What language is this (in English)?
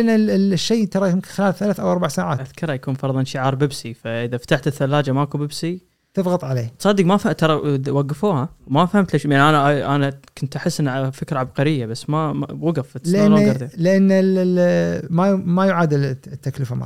Gulf Arabic